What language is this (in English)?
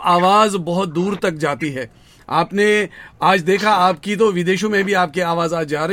Hindi